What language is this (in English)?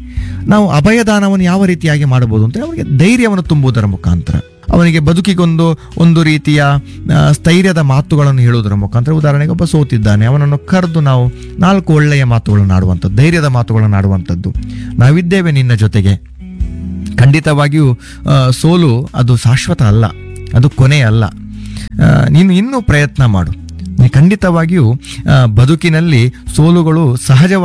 Kannada